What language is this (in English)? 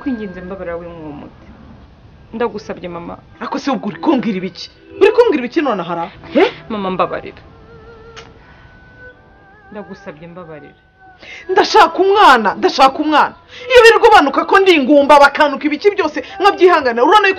Kinyarwanda